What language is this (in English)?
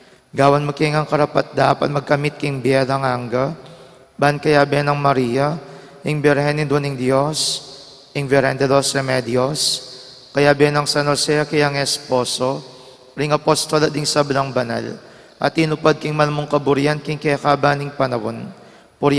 Pampanga